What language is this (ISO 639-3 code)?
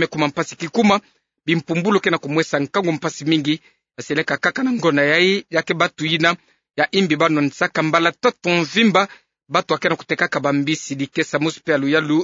ktu